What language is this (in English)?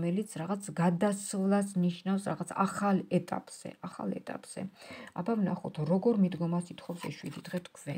Georgian